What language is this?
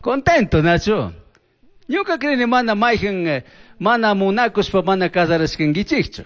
Chimborazo Highland Quichua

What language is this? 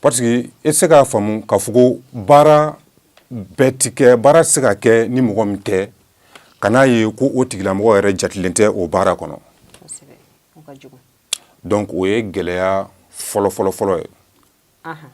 Bambara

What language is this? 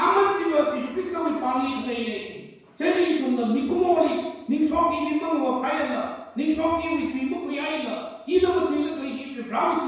Tangkhul Naga (India)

